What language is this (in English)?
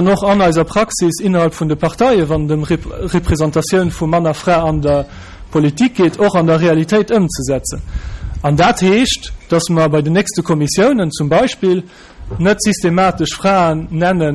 Luxembourgish